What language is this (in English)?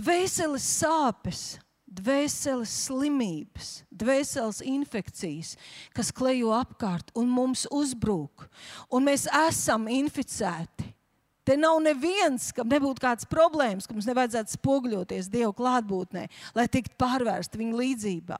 Latvian